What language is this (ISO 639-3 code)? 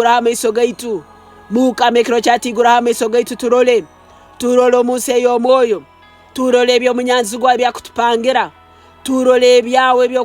nyo